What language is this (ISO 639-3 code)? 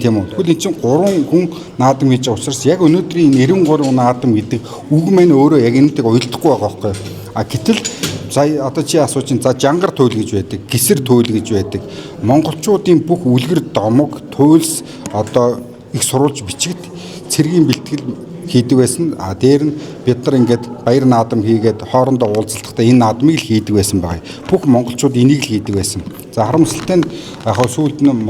mon